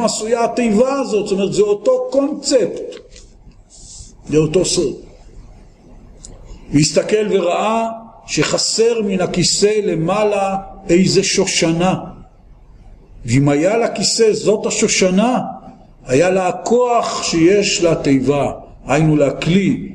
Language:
Hebrew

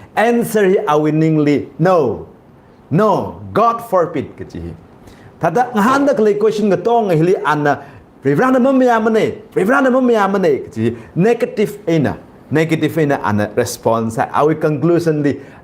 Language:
Tangkhul Naga (India)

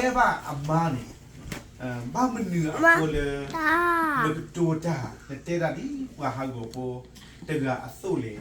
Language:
S'gaw Karen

